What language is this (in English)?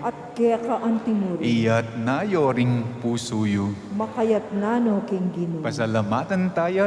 Pampanga